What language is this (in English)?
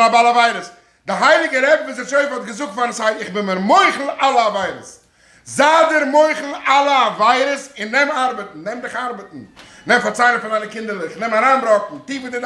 Yiddish